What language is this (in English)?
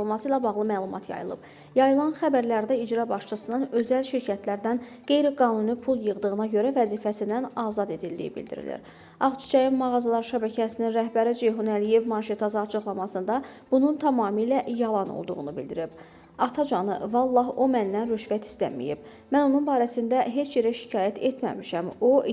Azerbaijani